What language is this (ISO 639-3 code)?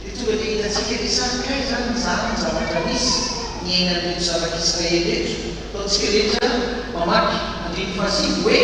mlg